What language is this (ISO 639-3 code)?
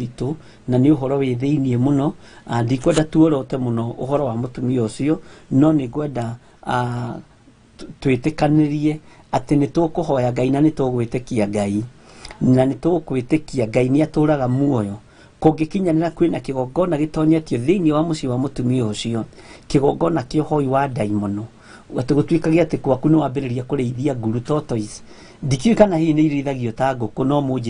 kik